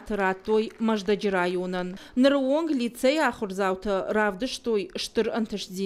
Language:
Ossetic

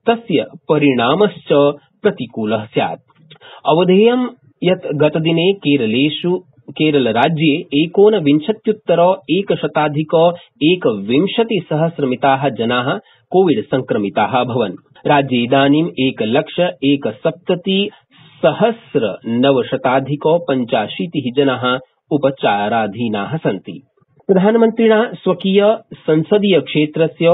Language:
Sanskrit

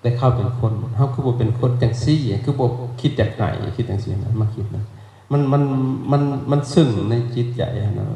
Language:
Lao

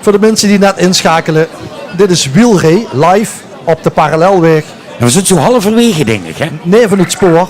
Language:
Limburgish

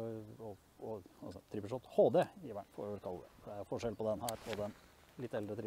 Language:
Norwegian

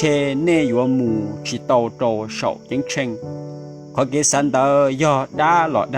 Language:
Hmong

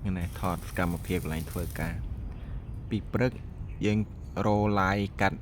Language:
Khmer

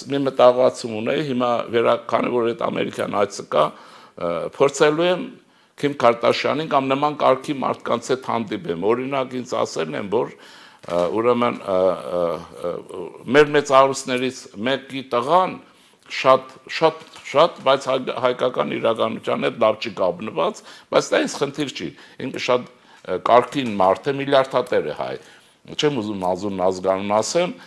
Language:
Armenian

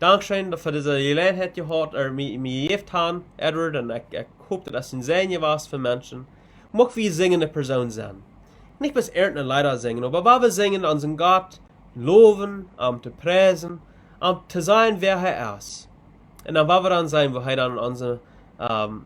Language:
Plautdietsch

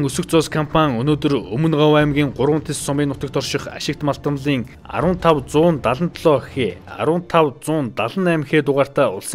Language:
Mongolian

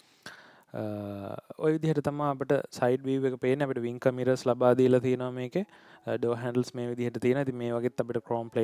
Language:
Sinhala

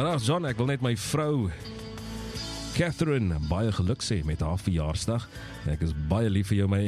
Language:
Afrikaans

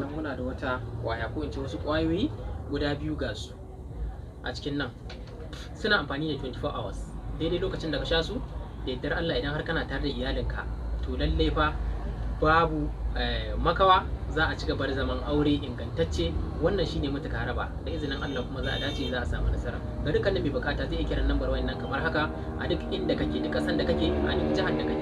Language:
Hausa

